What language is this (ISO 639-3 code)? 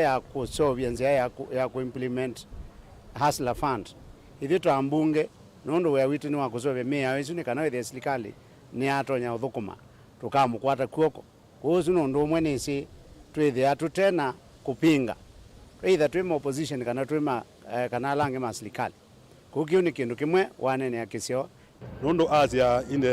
kam